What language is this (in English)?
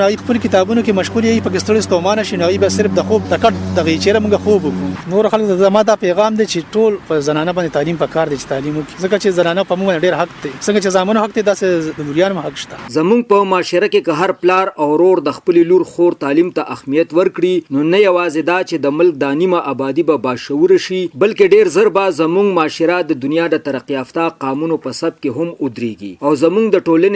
Pashto